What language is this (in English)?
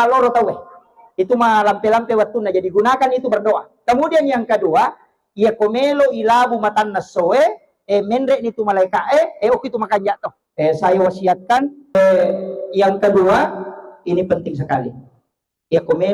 Buginese